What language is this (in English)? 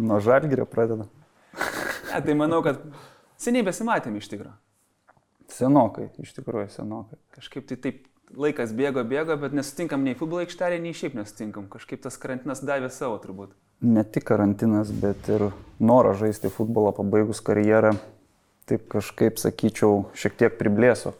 Lithuanian